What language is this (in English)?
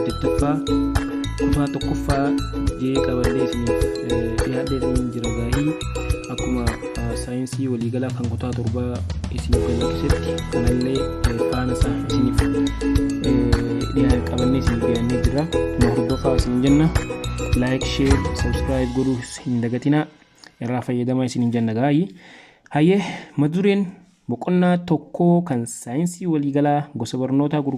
Oromo